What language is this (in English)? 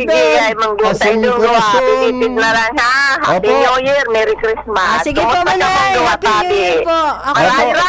Bikol